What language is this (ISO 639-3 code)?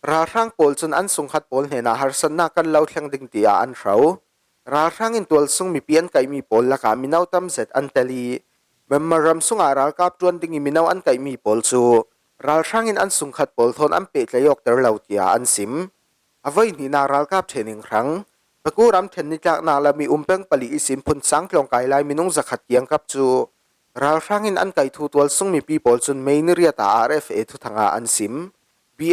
cfm